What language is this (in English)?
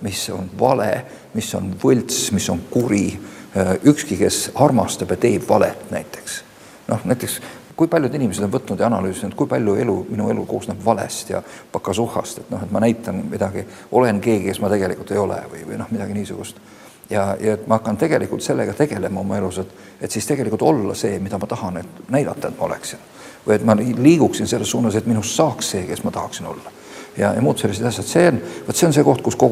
Estonian